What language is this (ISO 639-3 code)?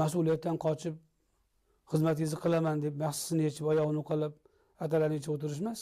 uzb